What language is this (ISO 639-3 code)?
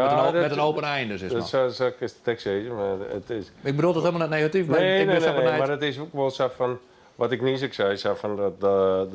fry